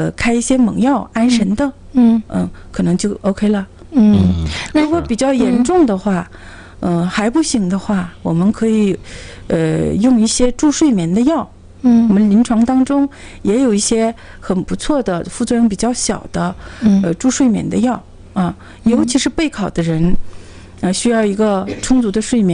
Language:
Chinese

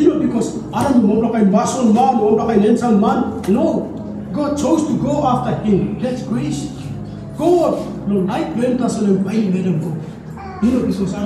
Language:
Tok Pisin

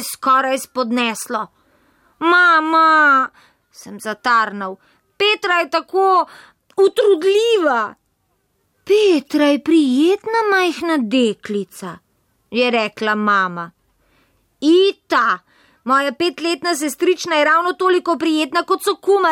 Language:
Slovenian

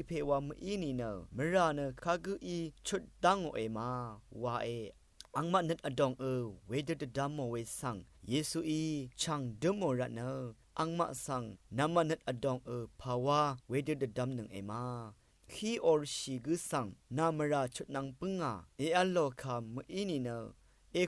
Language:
Rawang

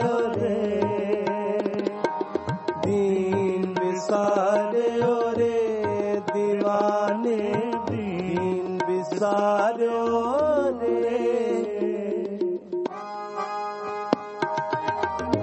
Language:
Punjabi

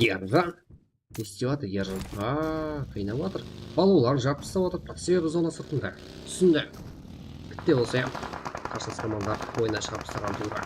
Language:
Kara-Kalpak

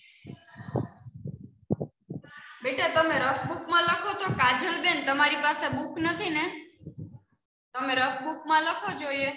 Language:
Gujarati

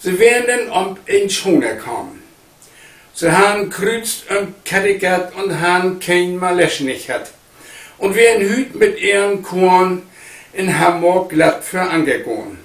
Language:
Low German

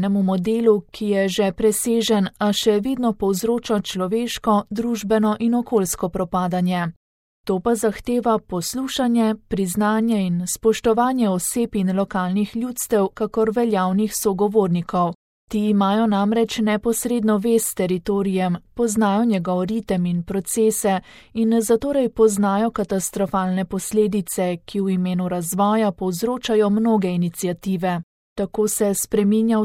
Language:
Slovenian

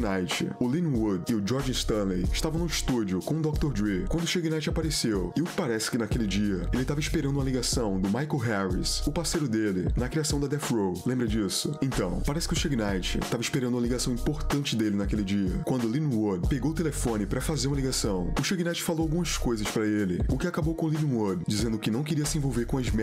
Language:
Portuguese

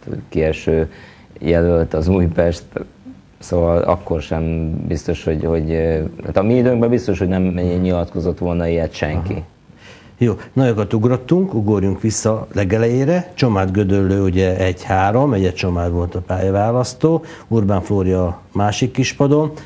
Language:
Hungarian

